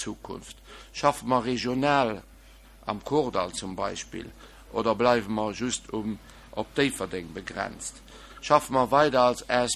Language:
Luxembourgish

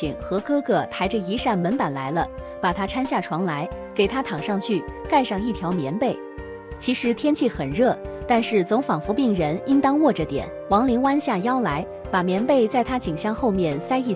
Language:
Chinese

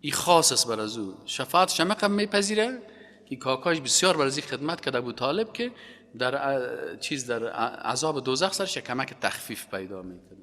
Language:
Persian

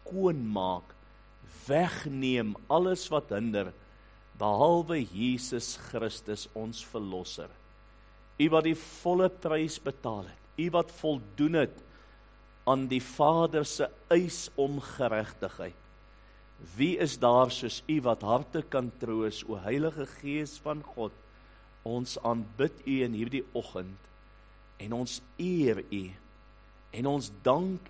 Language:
Afrikaans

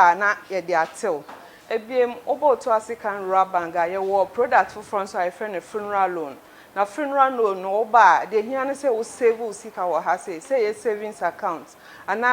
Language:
Akan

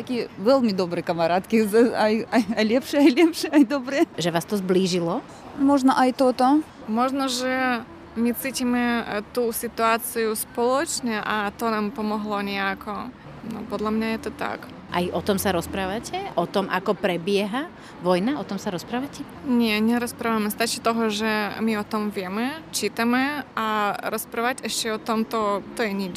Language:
Slovak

